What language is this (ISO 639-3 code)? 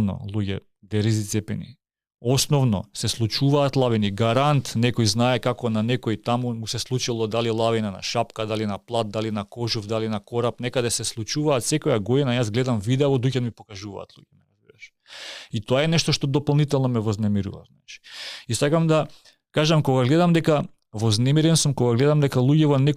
mkd